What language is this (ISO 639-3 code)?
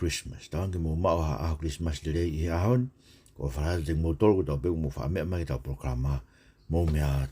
ton